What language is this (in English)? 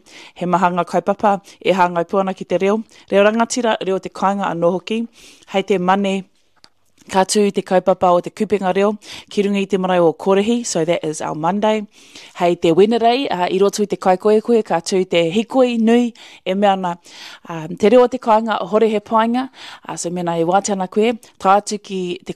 Māori